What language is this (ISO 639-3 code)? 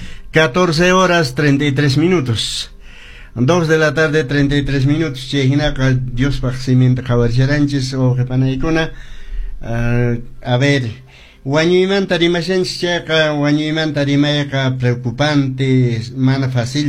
que